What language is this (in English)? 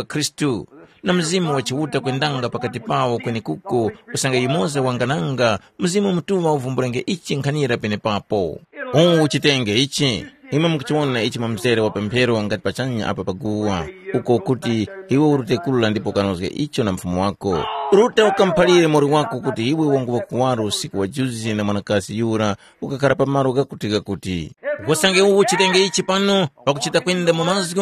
Tumbuka